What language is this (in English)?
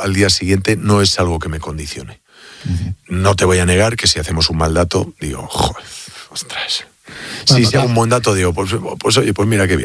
Spanish